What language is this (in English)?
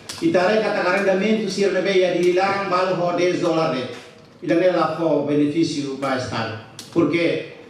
Tetum